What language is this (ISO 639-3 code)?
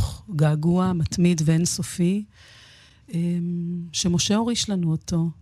heb